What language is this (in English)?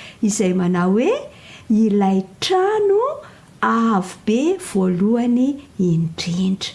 Malagasy